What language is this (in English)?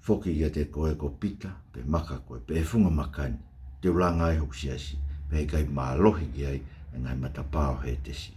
Tongan